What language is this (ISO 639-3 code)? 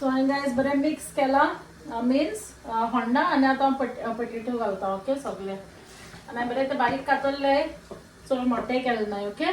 kok